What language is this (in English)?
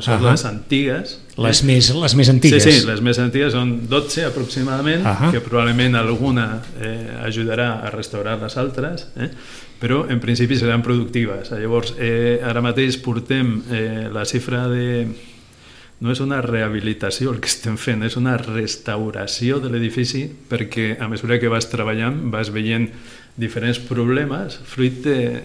Catalan